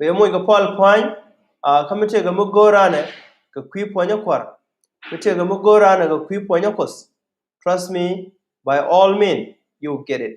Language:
Nuer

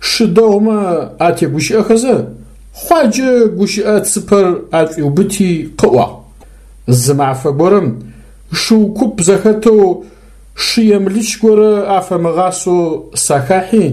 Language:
Adyghe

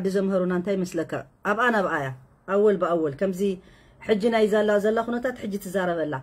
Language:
Tigrinya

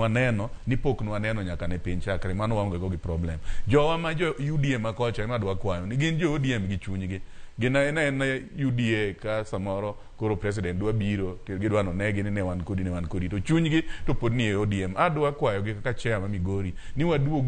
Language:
Luo (Kenya and Tanzania)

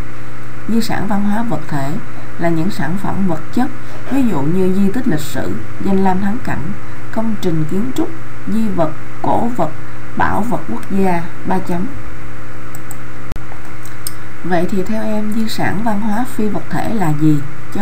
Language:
Vietnamese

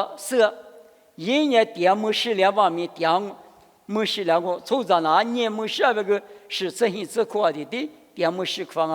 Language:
Lisu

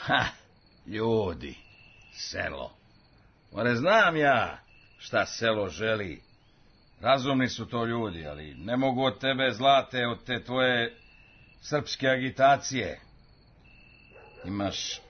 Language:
Serbian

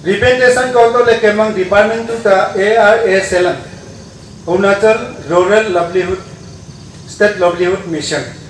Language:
Wancho Naga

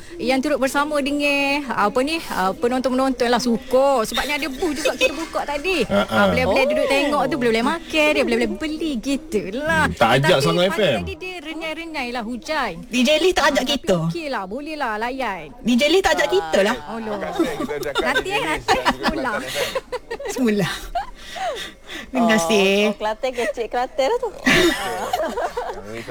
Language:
Malay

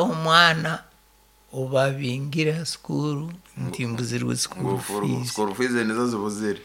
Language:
Nyankole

